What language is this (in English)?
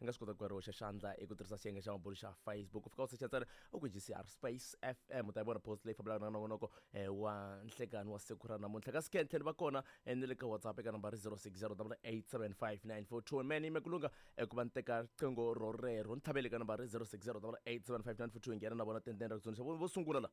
Tsonga